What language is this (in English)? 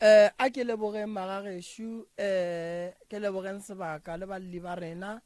Northern Sotho